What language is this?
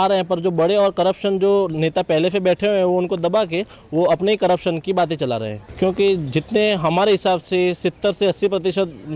Hindi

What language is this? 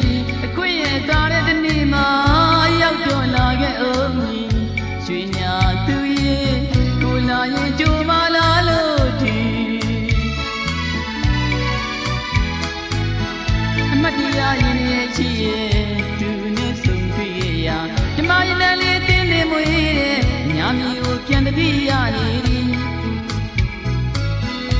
Burmese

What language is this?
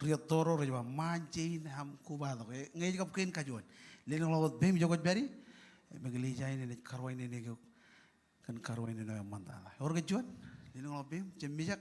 Marshallese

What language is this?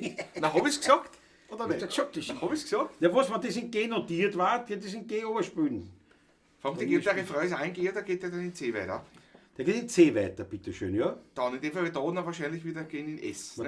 Bavarian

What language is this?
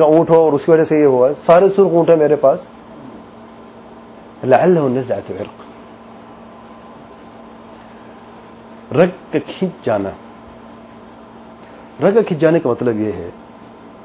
Urdu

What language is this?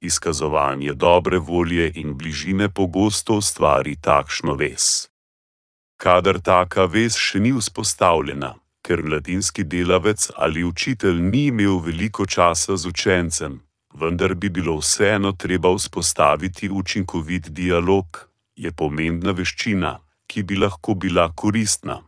Slovenian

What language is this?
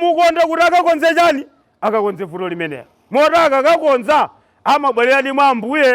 Nyanja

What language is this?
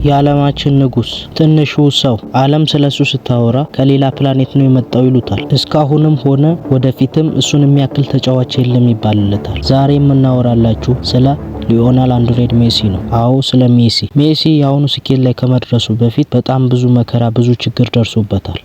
Amharic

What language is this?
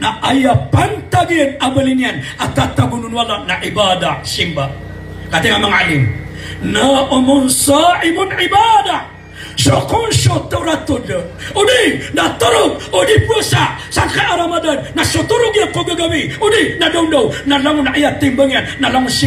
Maranao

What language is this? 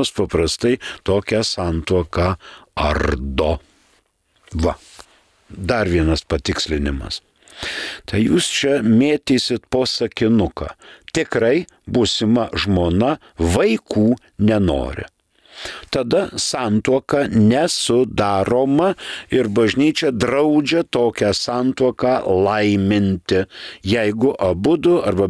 Lithuanian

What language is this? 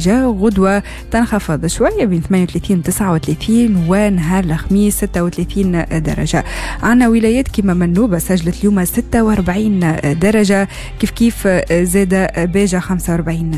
Tunisian Arabic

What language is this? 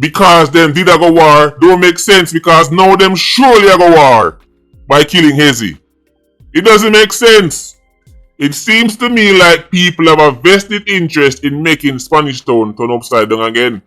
Jamaican Creole English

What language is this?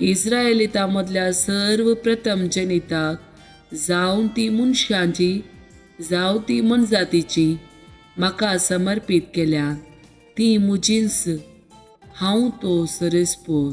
Konkani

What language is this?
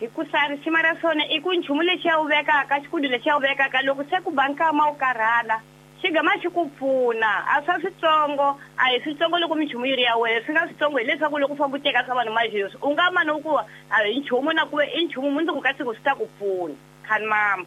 Tsonga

